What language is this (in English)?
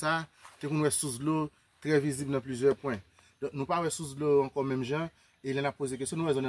Haitian Creole